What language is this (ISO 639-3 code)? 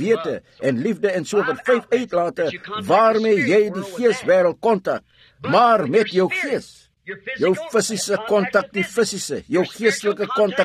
afr